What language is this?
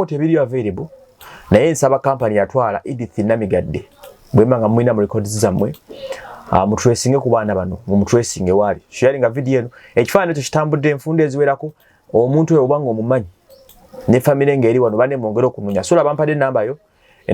Ganda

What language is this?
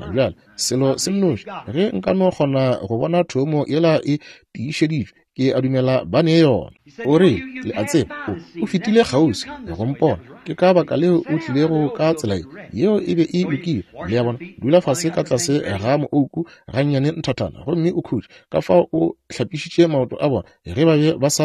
Northern Sotho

